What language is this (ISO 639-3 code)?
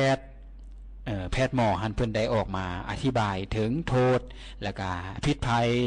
lao